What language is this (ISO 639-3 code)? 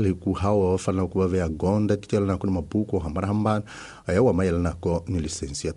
tso